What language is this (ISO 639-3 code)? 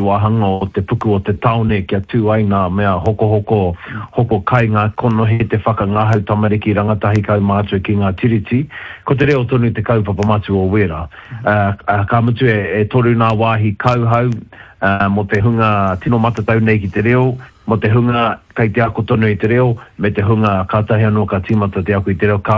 mri